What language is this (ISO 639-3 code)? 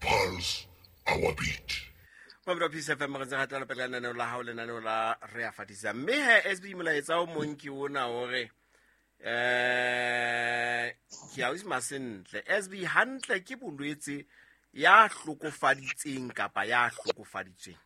sot